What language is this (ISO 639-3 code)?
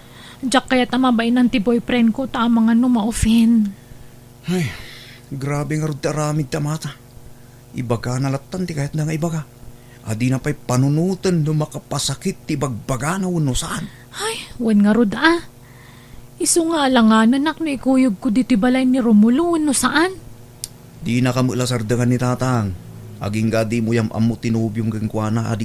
ilo